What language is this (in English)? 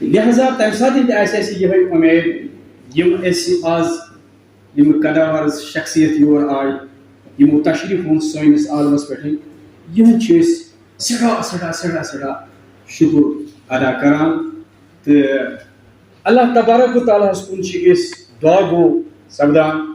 Kashmiri